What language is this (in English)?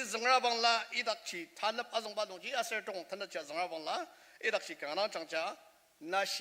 Ao Naga